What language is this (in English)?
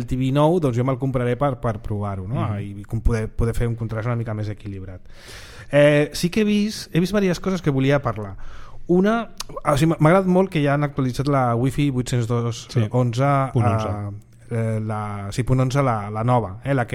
Catalan